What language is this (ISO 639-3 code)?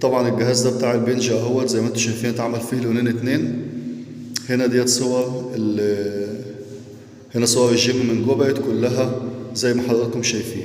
arz